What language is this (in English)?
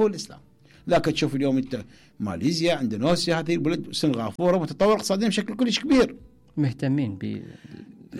Mesopotamian Arabic